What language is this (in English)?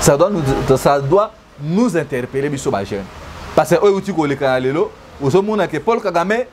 Lingala